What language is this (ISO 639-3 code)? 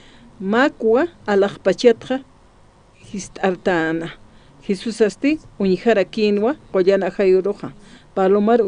aym